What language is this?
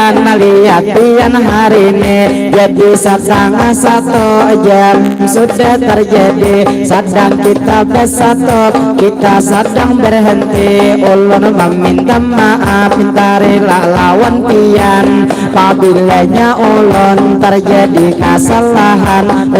Banjar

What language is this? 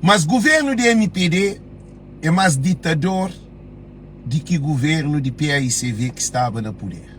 Kabuverdianu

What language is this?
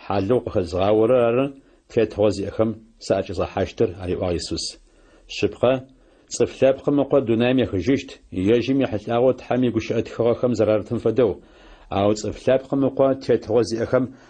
Adyghe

